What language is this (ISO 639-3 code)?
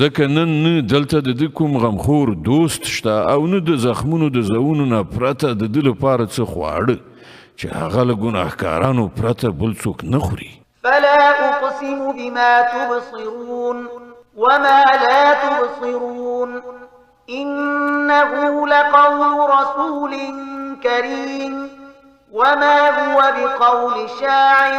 pus